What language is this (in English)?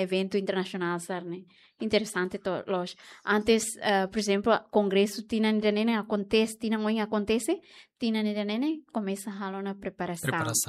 Tetum